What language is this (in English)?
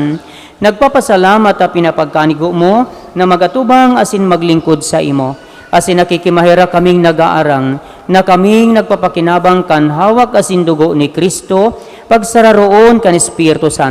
Bikol